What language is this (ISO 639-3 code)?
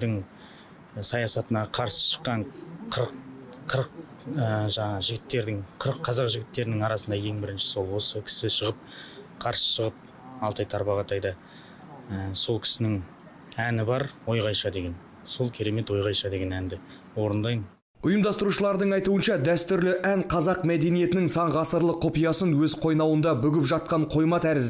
kaz